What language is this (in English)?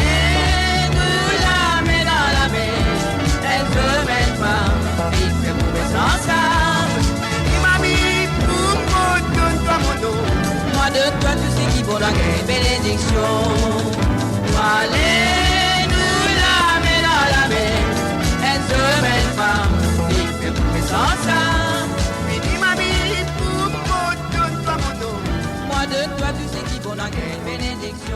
Morisyen